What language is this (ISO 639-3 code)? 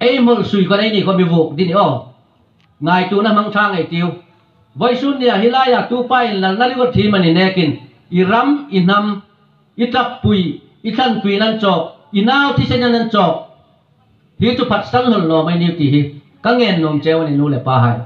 hmr